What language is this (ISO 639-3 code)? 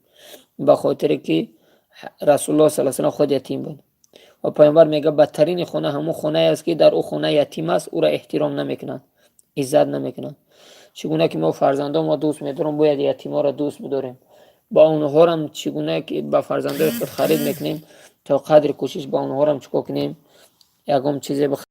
tgk